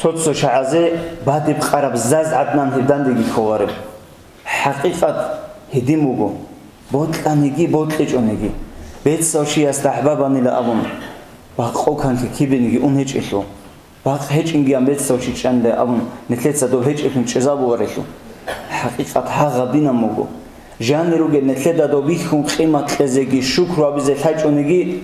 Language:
Avaric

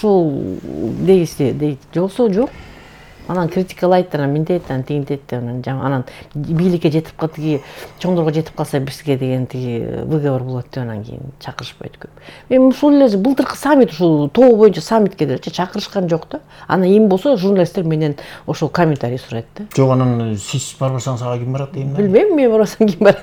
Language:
Kyrgyz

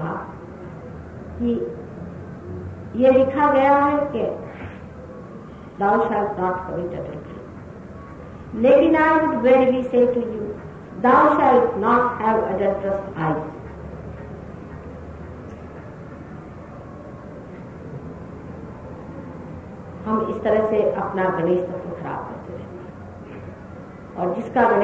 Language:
Hindi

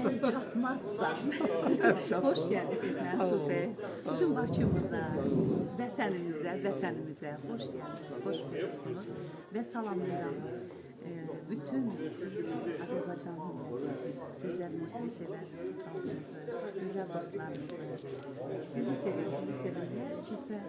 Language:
Azerbaijani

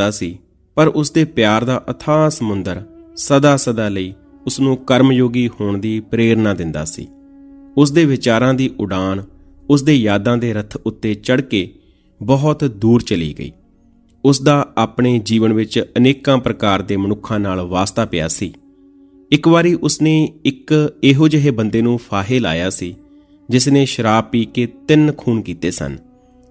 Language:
Punjabi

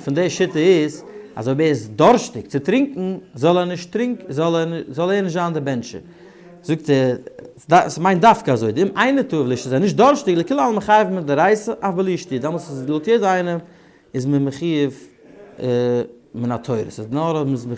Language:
Yiddish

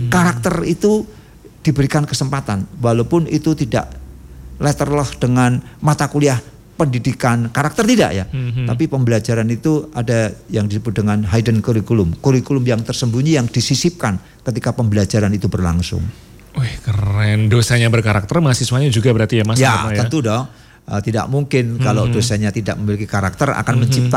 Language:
Indonesian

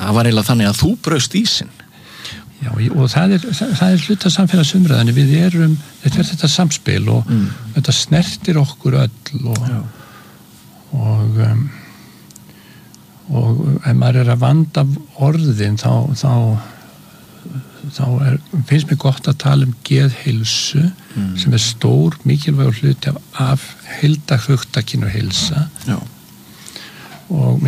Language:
Icelandic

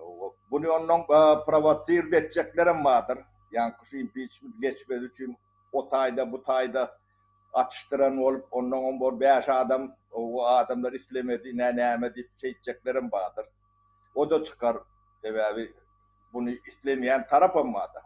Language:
Turkmen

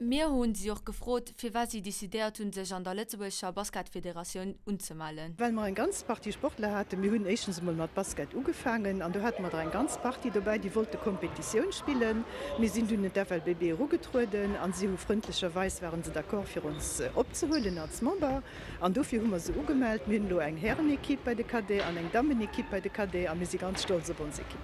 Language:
Luxembourgish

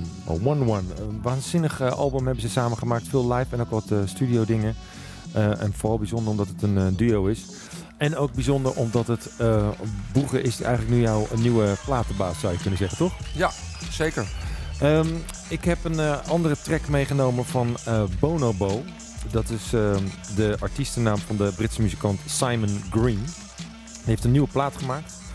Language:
Dutch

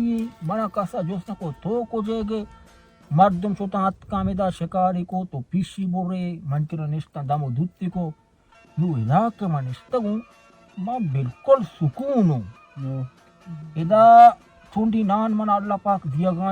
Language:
Baluchi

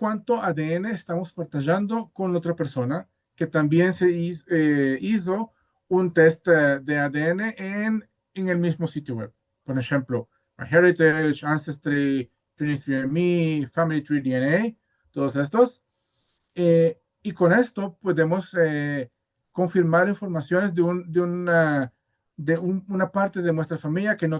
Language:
Ladino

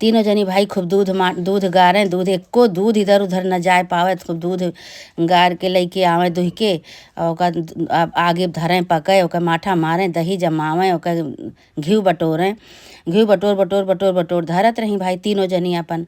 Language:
Awadhi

